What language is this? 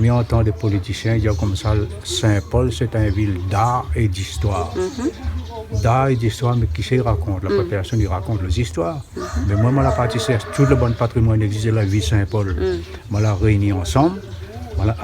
Réunion Creole French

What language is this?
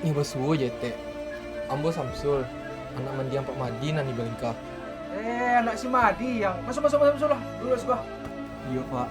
Minangkabau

